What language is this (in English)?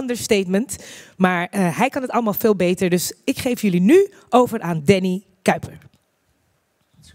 Dutch